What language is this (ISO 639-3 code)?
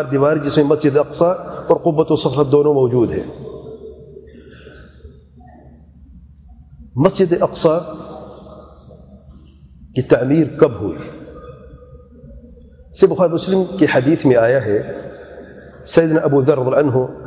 urd